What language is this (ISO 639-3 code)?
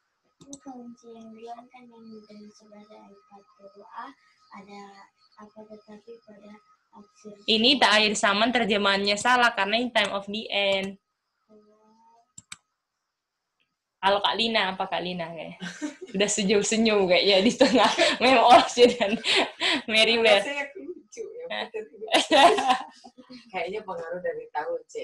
ind